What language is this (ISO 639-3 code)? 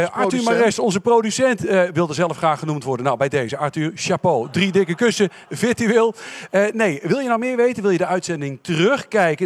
nld